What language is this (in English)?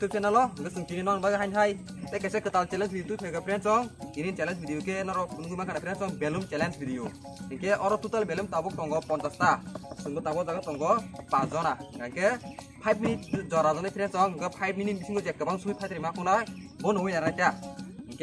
Kok Borok